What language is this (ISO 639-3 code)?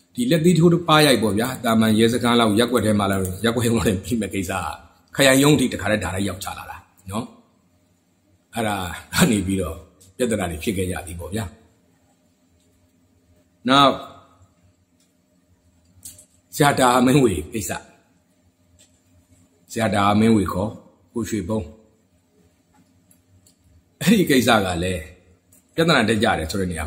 mya